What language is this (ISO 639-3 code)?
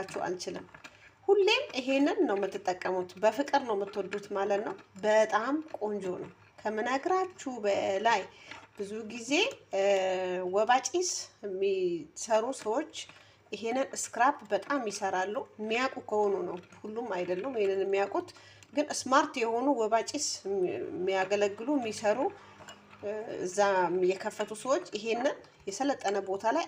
amh